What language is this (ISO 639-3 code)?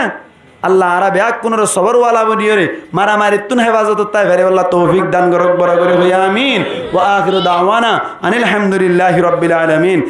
rhg